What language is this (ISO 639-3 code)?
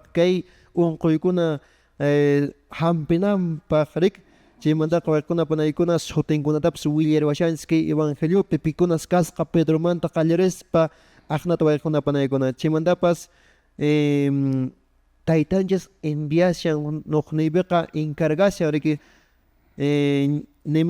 que